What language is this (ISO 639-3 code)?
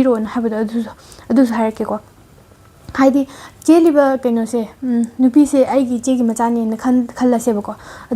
mni